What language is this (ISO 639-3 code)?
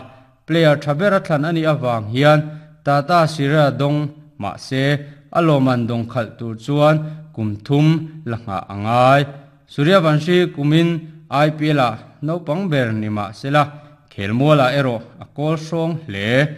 lus